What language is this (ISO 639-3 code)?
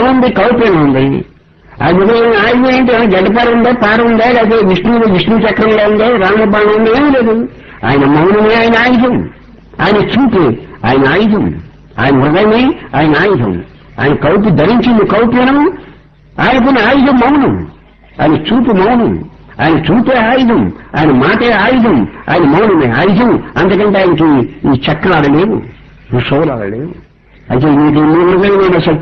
tel